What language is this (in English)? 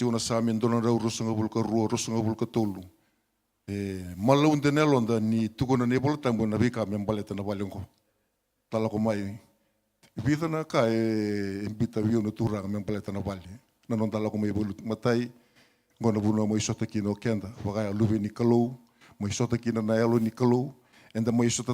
Fijian